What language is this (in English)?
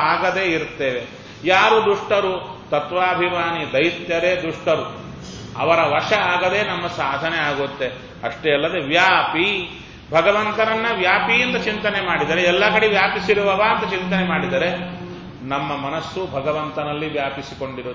Kannada